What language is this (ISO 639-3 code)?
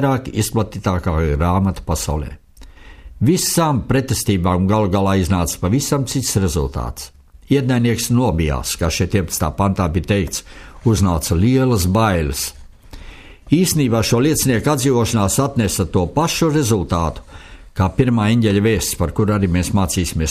lav